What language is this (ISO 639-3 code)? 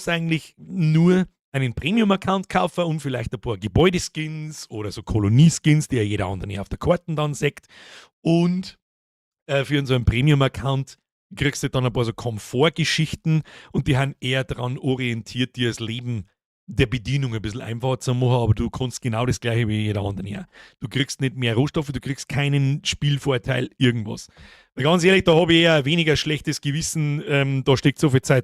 bar